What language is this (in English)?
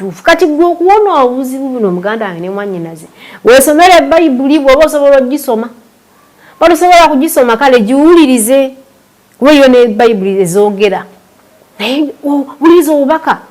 Ganda